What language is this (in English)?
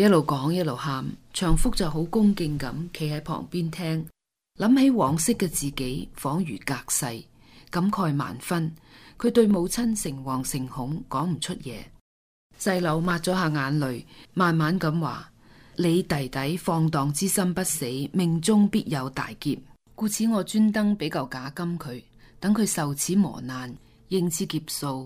Cantonese